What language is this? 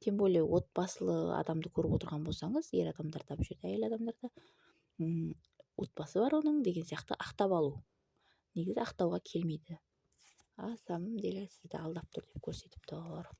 Kazakh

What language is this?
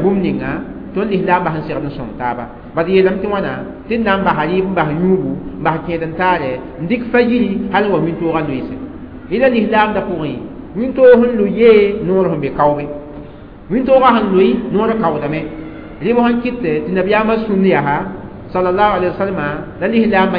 Mossi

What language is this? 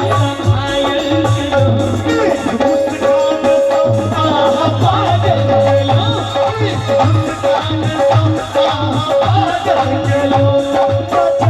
Maithili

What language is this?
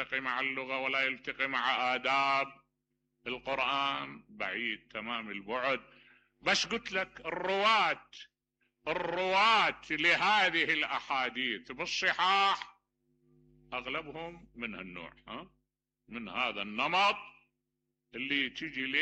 Mesopotamian Arabic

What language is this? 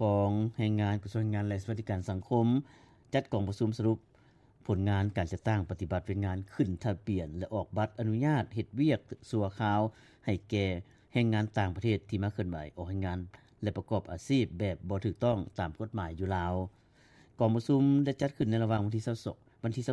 Lao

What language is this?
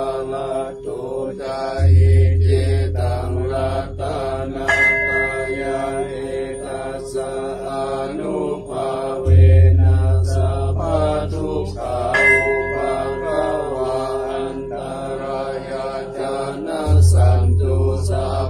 Pali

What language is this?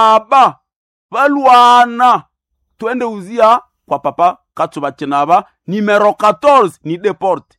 Nande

